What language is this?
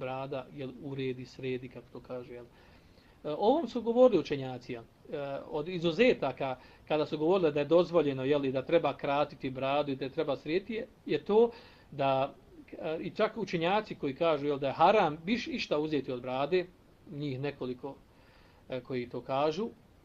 Bosnian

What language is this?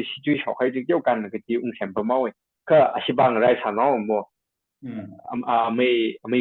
Tangkhul Naga (India)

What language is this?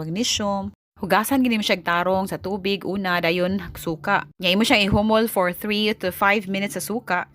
Cebuano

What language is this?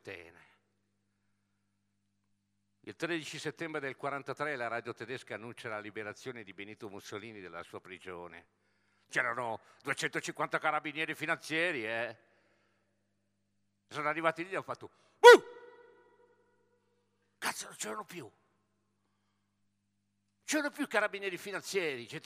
Italian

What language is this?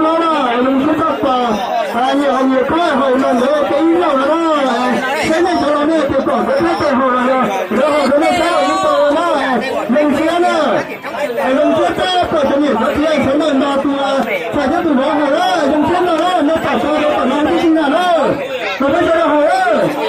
Hmong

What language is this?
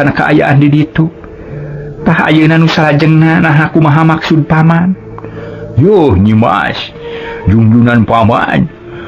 Sundanese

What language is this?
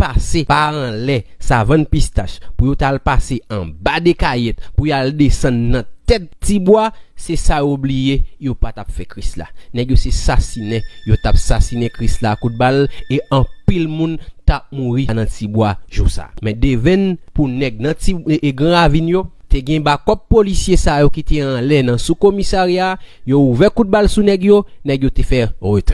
Haitian Creole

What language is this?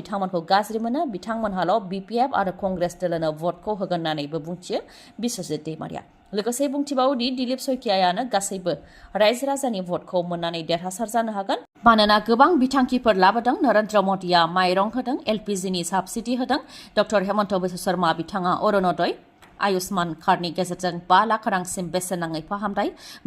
Bodo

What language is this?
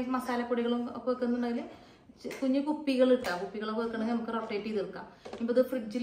Malayalam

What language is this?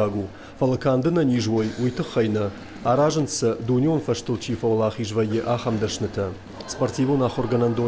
Ossetic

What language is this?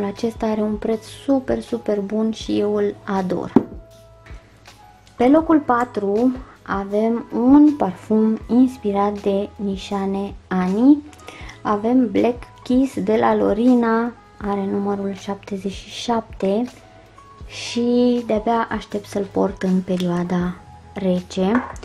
Romanian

